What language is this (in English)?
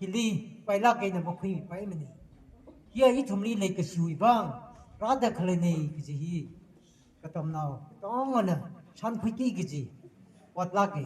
Tangkhul Naga (India)